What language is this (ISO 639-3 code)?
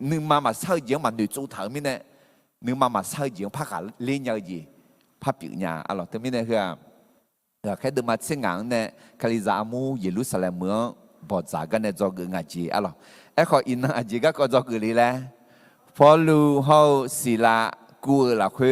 ahk